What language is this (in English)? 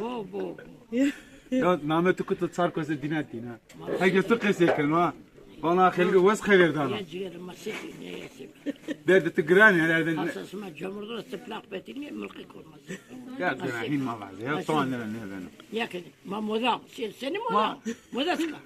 Zaza